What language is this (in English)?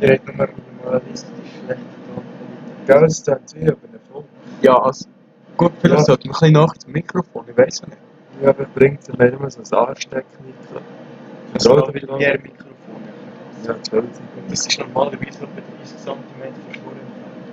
Swiss German